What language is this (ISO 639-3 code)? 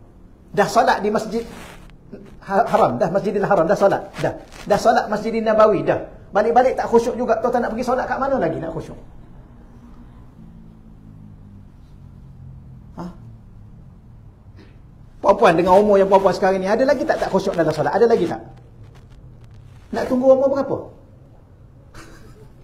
msa